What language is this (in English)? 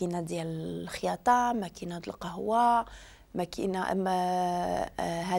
Moroccan Arabic